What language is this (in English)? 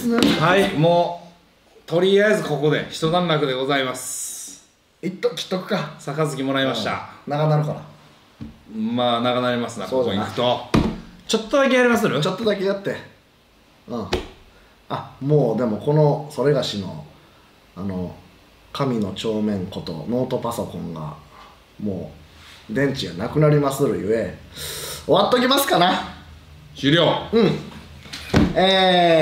Japanese